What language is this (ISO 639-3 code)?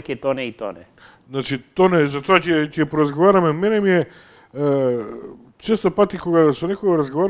mkd